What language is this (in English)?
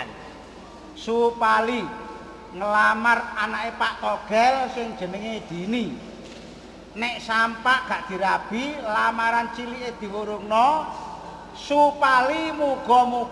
Javanese